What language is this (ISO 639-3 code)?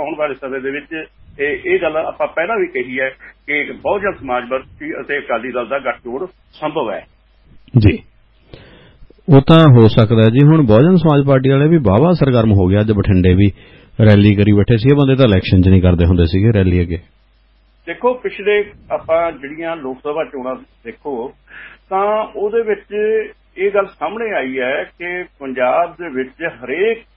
pan